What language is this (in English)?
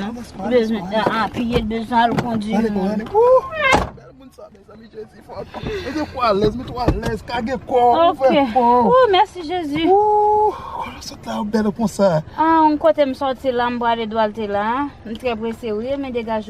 Haitian Creole